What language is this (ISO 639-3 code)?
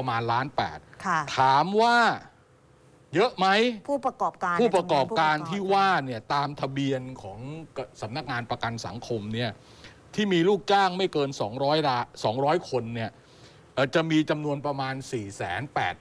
tha